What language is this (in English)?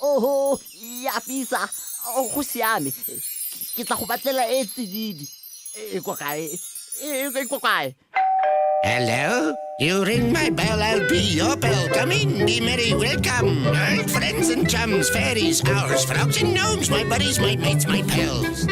Tswana